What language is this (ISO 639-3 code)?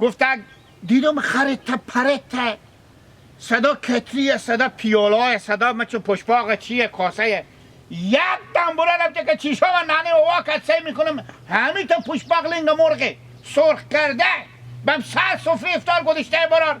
haz